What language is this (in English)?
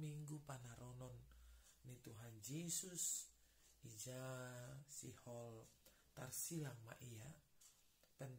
Batak Simalungun